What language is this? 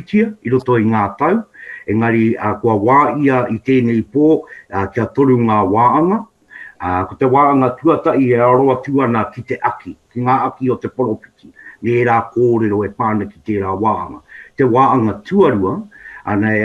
Māori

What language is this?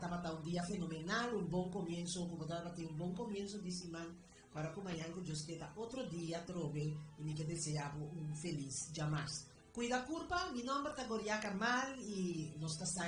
Papiamento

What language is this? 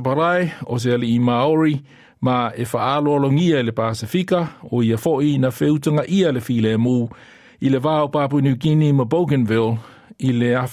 Samoan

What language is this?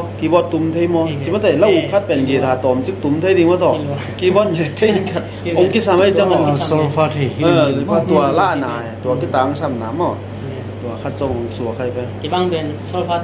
Tedim Chin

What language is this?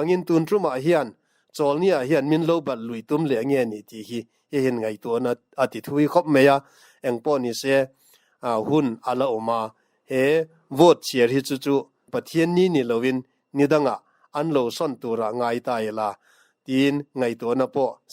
Mizo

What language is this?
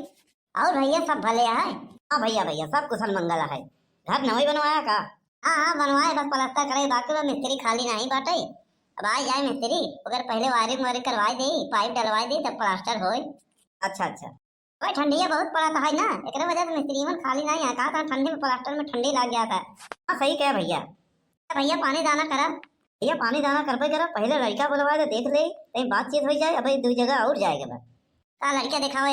Awadhi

